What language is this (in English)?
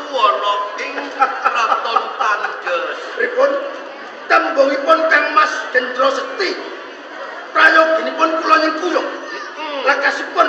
Javanese